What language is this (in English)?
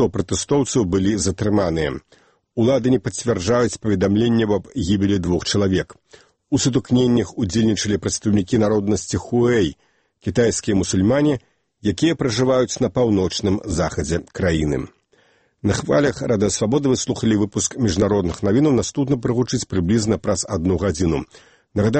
Belarusian